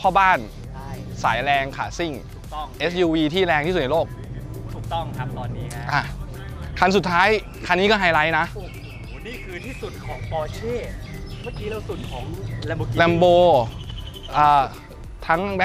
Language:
Thai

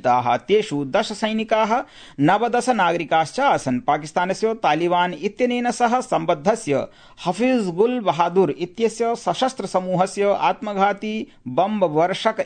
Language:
Sanskrit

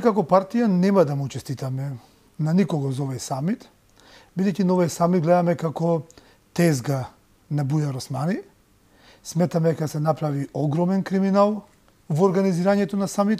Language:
Macedonian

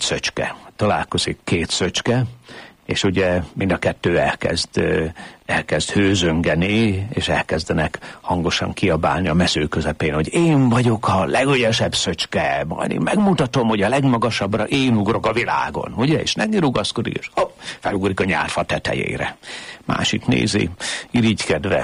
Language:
Hungarian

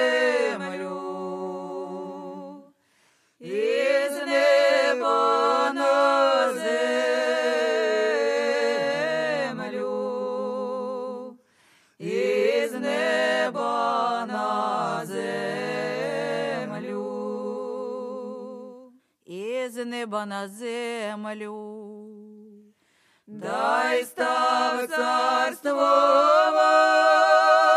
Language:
Ukrainian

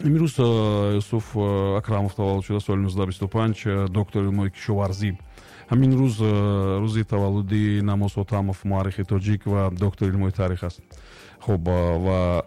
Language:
Tajik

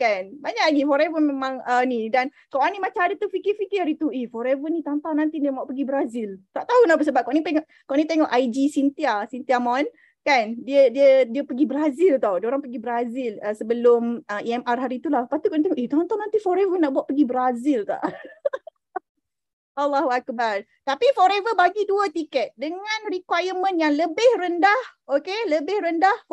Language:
Malay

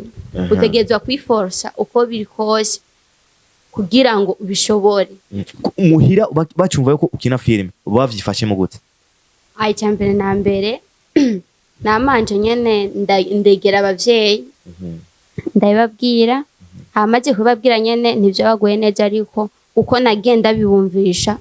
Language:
Rundi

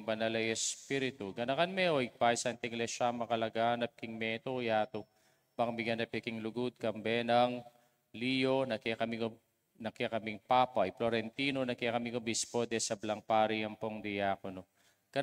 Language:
Pampanga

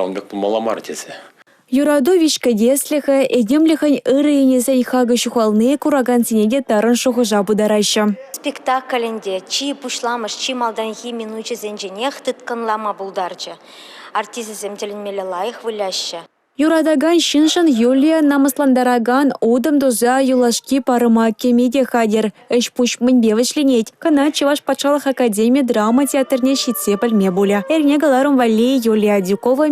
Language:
Chuvash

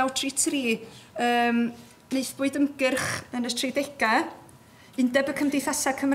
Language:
Welsh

